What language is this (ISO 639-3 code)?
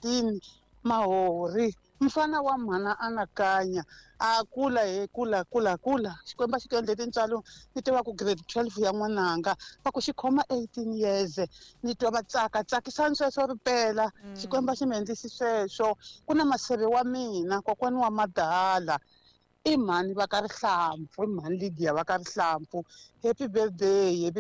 tso